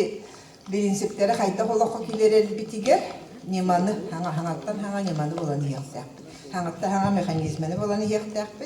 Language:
Yakut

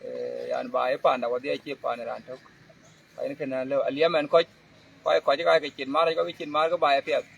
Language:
Dinka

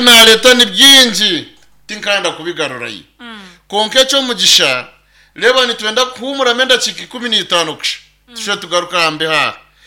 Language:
Nyankole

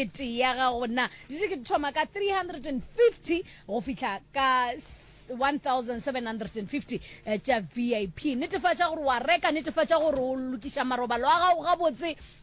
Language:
Northern Sotho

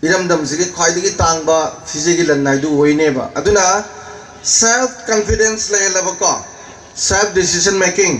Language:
Manipuri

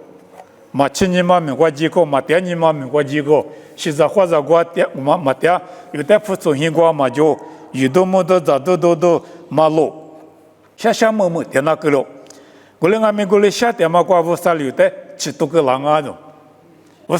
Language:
Lisu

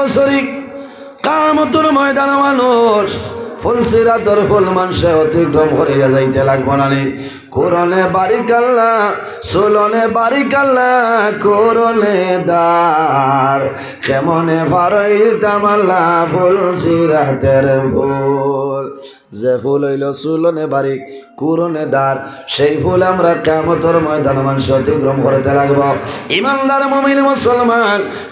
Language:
Sylheti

